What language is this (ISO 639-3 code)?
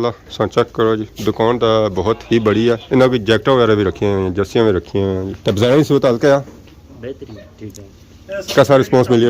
phr